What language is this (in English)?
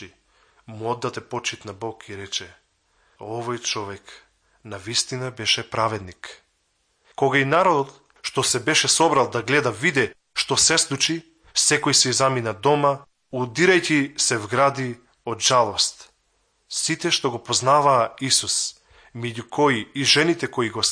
Macedonian